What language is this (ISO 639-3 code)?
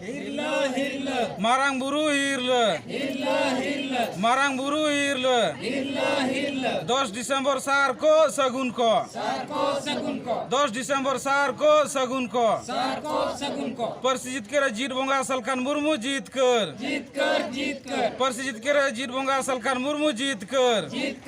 sat